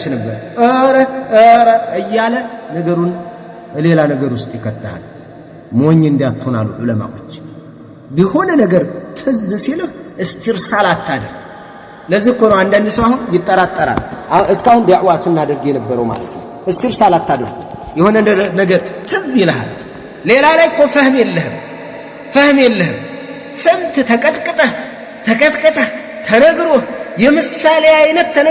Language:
Amharic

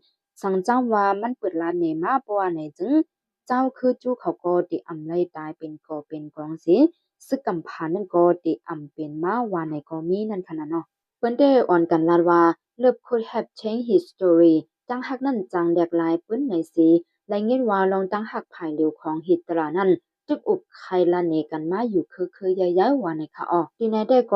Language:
Shan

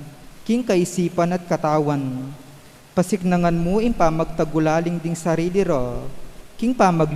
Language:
Pampanga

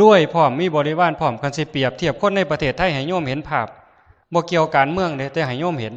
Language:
Lao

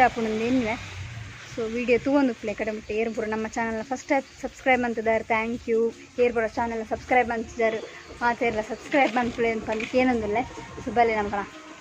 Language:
Tulu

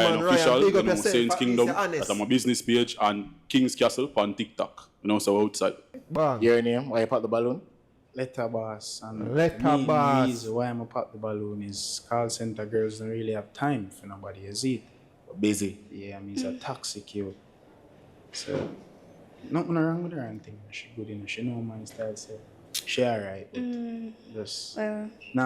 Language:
Jamaican Creole English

